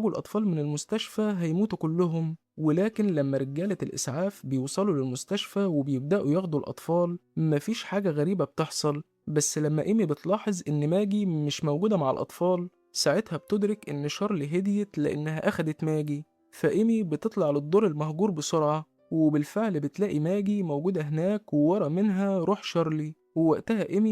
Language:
Egyptian Arabic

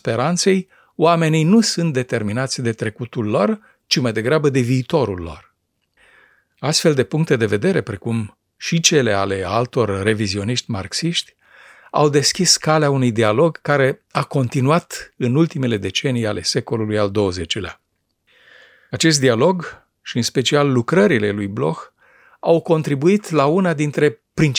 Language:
Romanian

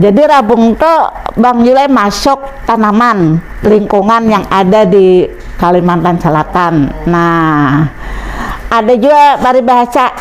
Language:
Banjar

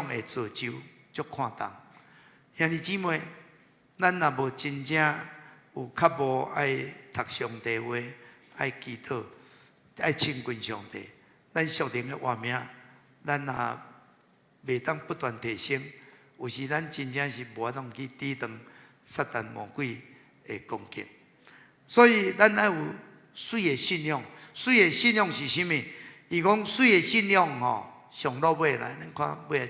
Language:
Min Nan Chinese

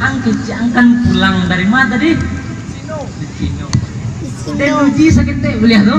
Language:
Minangkabau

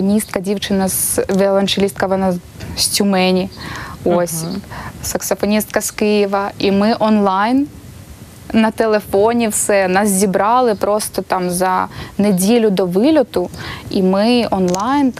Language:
Ukrainian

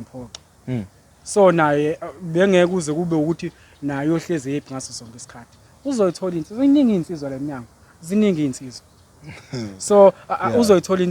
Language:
Zulu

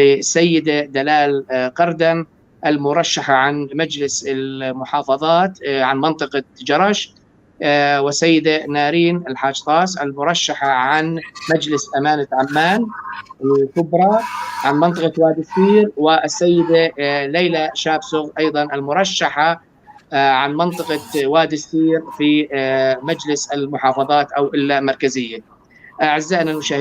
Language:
North Levantine Arabic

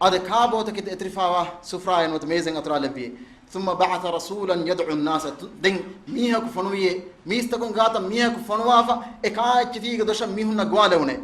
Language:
Divehi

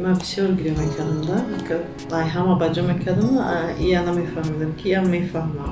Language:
Tajik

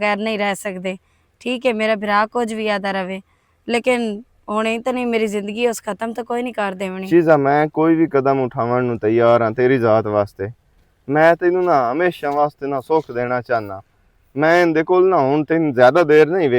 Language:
Western Panjabi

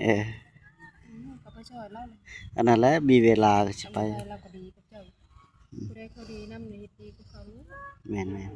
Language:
Northeastern Thai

